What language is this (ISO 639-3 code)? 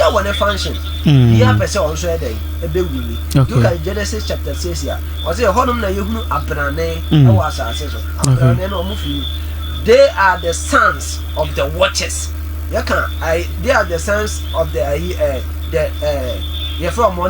aka